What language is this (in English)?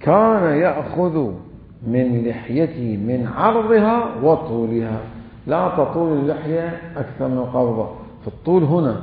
Mesopotamian Arabic